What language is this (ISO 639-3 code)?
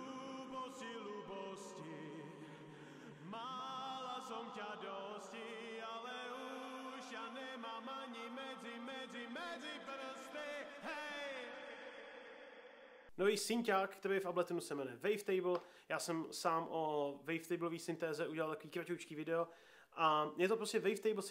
ces